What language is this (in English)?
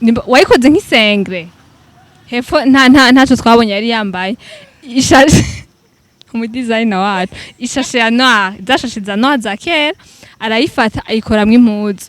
Rundi